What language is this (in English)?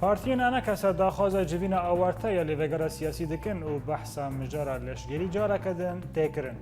Kurdish